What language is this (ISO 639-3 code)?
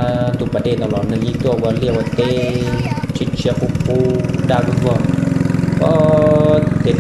hmn